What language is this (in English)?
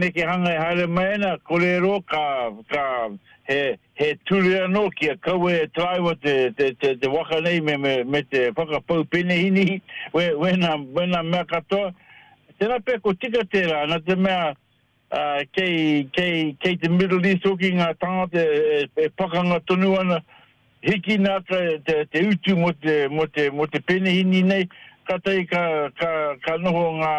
Māori